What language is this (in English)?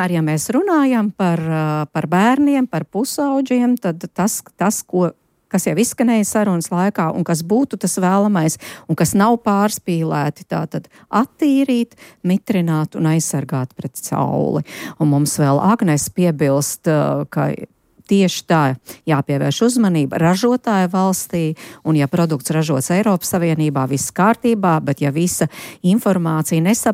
Latvian